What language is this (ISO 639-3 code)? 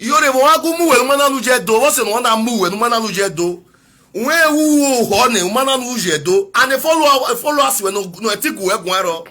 pcm